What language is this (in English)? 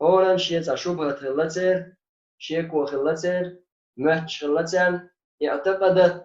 Chechen